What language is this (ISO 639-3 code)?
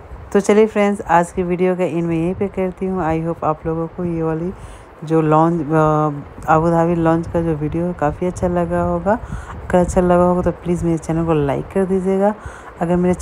hin